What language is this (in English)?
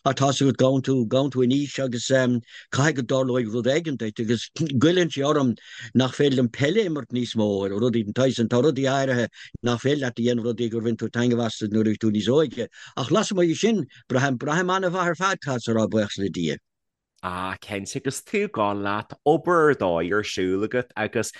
Irish